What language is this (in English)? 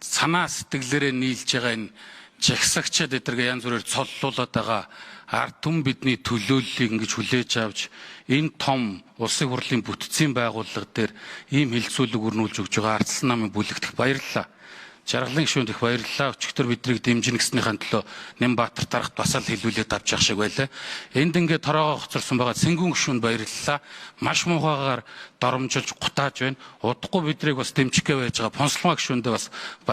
Mongolian